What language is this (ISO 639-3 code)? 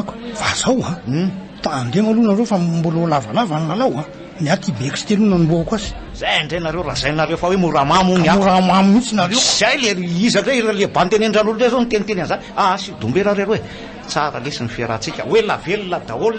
mlg